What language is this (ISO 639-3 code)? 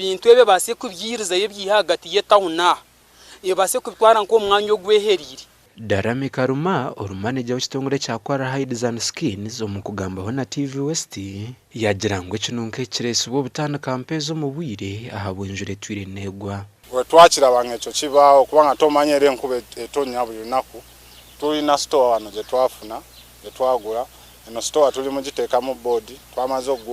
nyn